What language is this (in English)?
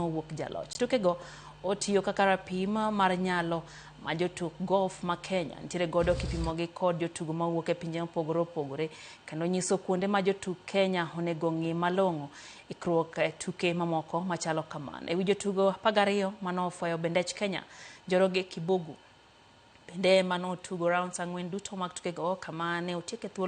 Luo (Kenya and Tanzania)